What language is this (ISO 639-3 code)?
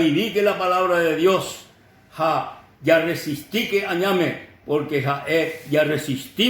grn